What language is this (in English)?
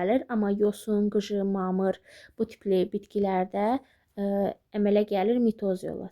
Azerbaijani